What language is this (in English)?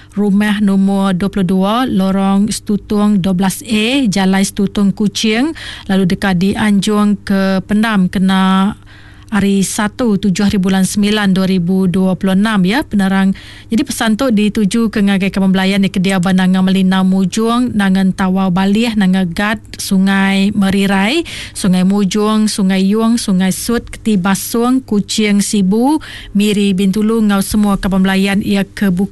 Iban